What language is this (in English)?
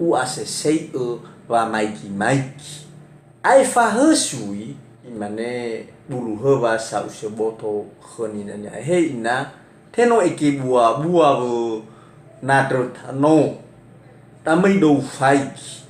Nias